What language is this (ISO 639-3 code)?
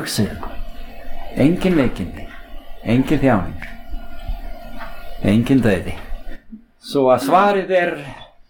isl